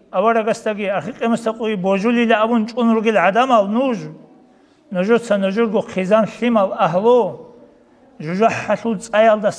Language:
Avaric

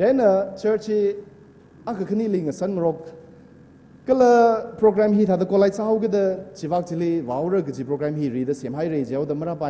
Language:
Tangkhul Naga (India)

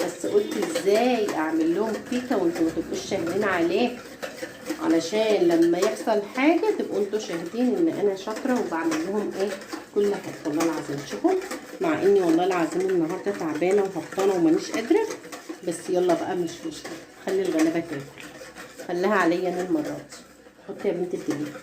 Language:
Egyptian Arabic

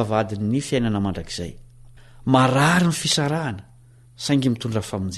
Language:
Malagasy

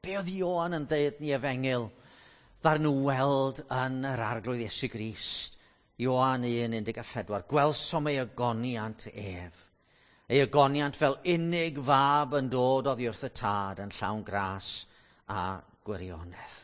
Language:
Welsh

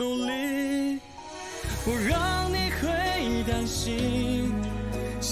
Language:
Chinese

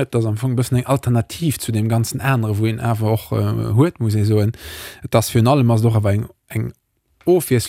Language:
Luxembourgish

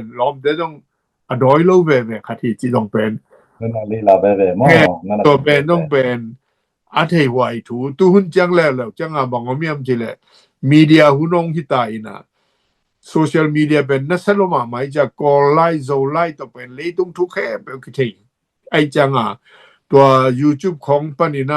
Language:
Tedim Chin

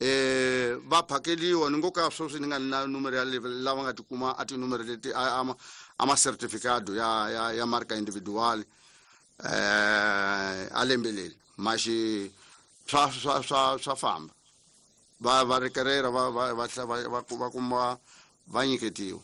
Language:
Tsonga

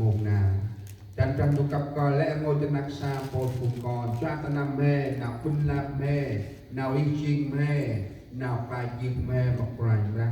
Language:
Central Mnong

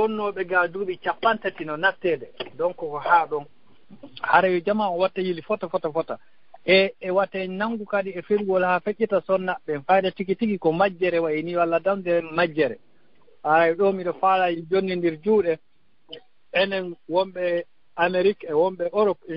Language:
Fula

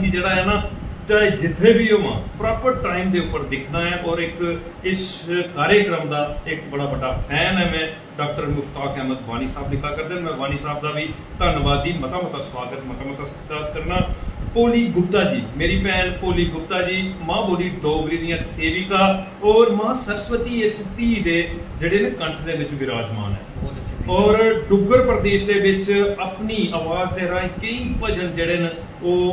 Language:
Dogri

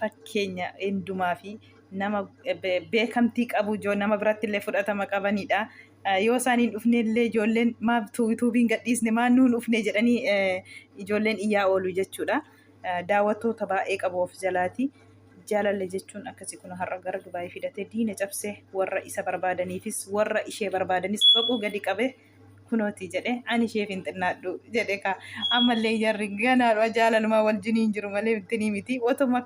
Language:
Oromo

